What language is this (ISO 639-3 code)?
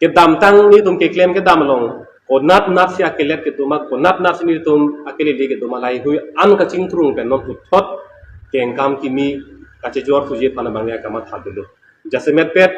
mjw